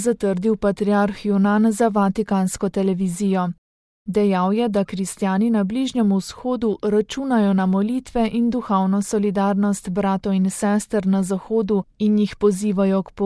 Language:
Slovenian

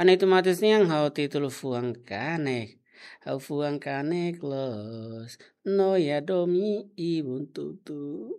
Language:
Tetum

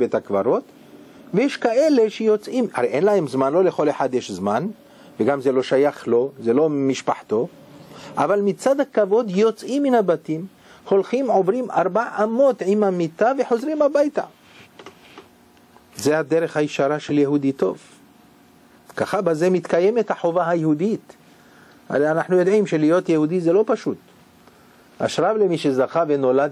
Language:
Hebrew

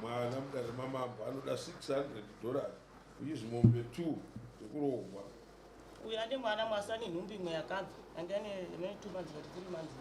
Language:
Shona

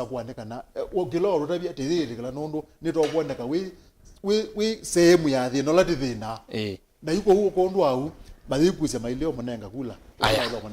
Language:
Kamba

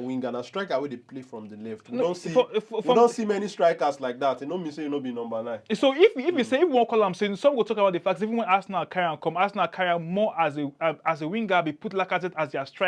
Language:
Nigerian Pidgin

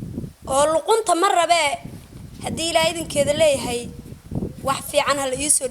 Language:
Somali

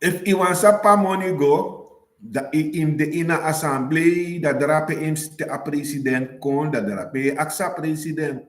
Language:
Sranan Tongo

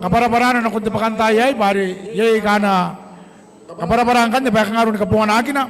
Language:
Gilbertese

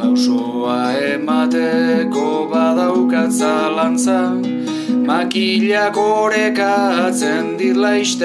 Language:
Basque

